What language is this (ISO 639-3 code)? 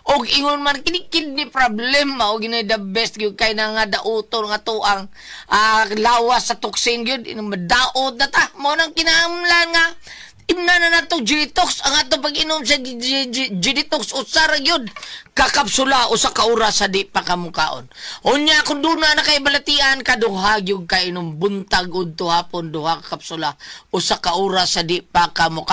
ceb